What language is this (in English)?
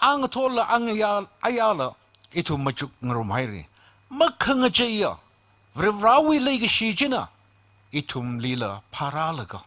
Tangkhul Naga (India)